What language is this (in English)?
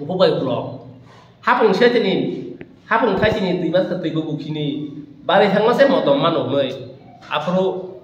Kok Borok